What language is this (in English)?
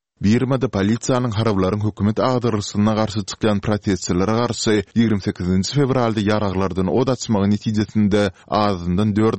Turkmen